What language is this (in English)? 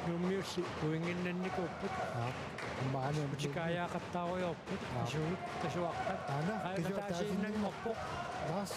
Kalaallisut